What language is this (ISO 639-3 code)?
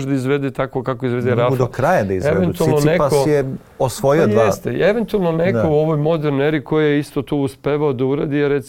srp